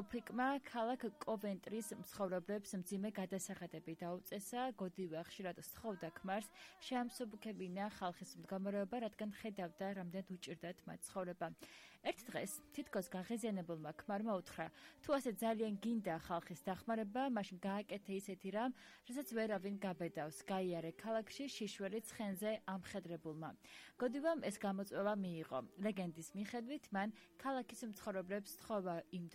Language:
Georgian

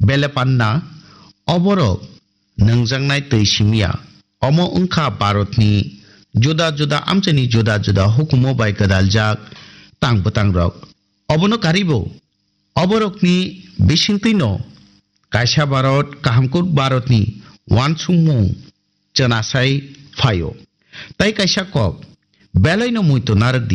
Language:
Kok Borok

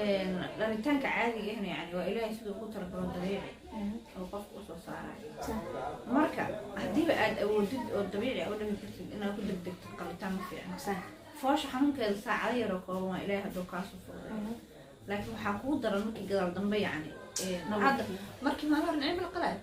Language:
Somali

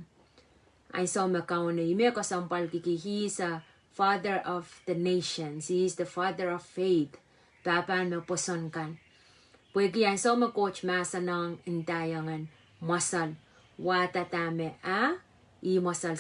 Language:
Pohnpeian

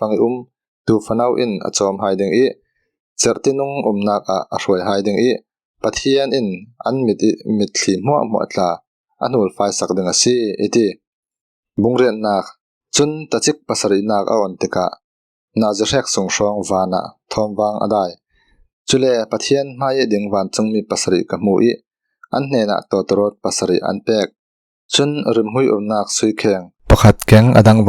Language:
Falam Chin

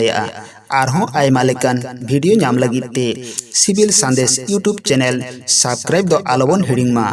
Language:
Santali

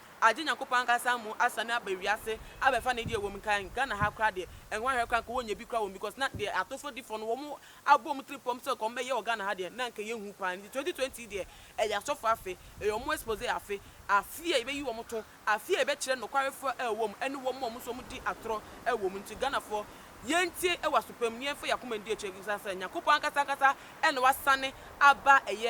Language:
Akan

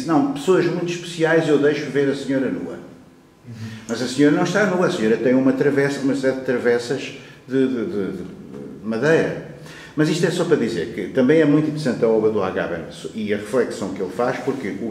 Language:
Portuguese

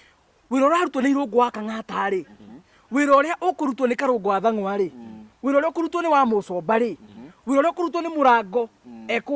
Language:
Kikuyu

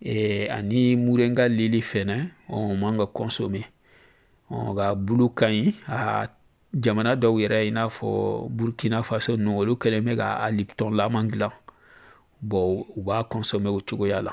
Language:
Bambara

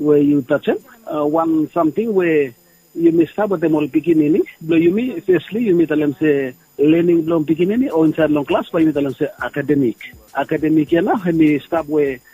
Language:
Bislama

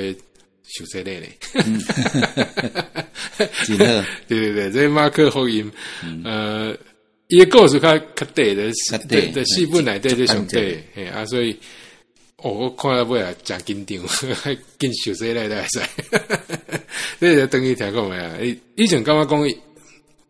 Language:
Min Nan Chinese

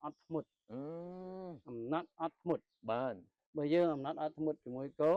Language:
Khmer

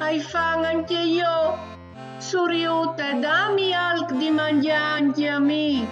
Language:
Friulian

